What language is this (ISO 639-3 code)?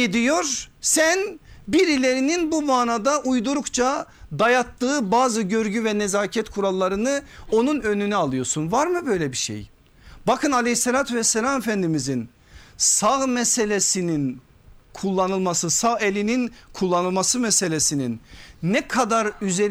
tur